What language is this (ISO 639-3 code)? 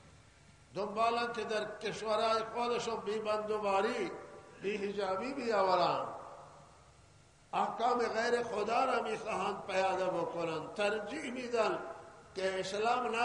fas